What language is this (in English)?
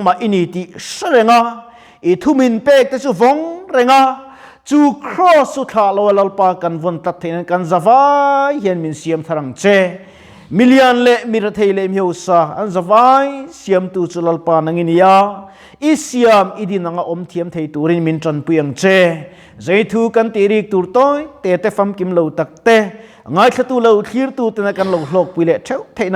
Mizo